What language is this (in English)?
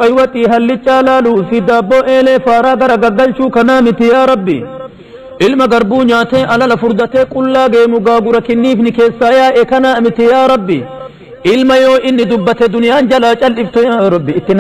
Oromo